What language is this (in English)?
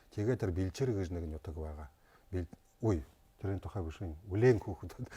Buriat